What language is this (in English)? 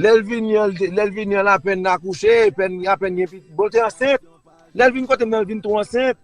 Haitian Creole